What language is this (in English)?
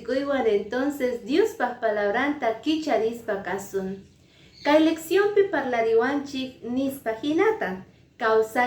Quechua